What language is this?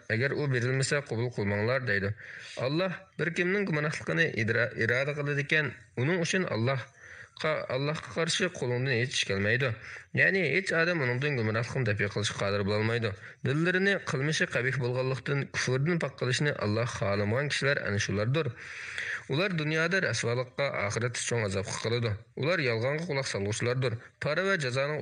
Uyghur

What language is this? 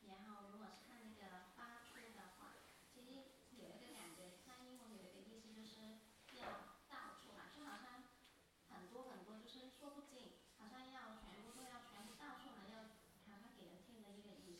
Chinese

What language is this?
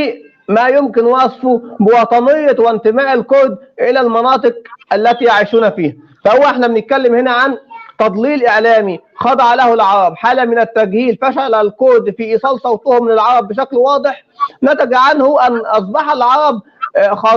North Levantine Arabic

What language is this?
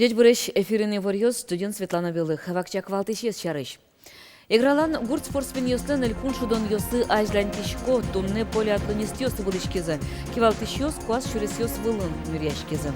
Udmurt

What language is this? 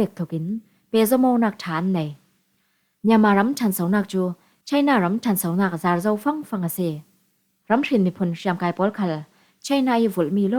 Falam Chin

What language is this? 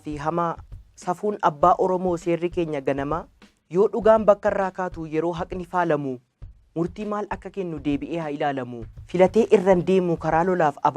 Oromo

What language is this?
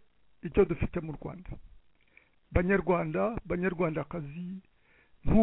Kinyarwanda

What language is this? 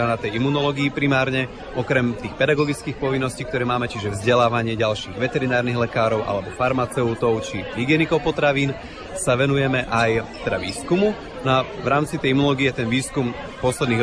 Slovak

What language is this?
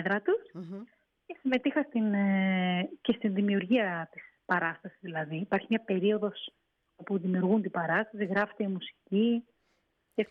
Greek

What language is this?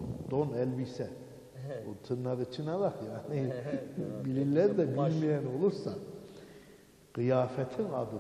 Turkish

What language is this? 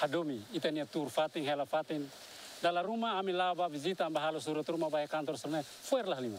Tetum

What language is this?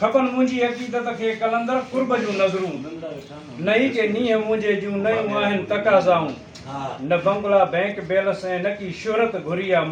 Sindhi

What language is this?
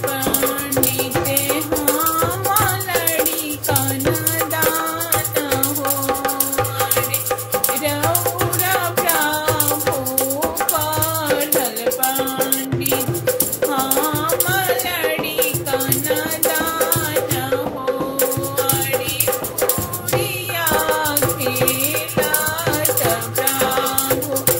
Bhojpuri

